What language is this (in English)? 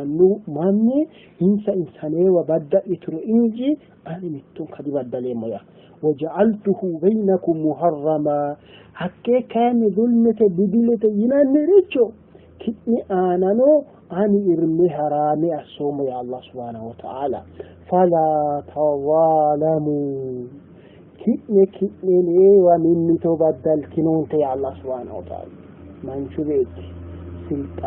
Sidamo